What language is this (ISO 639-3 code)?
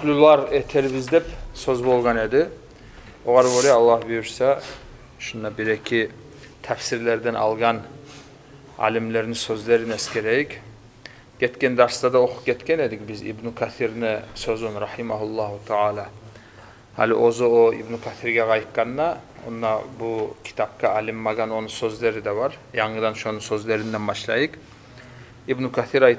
kum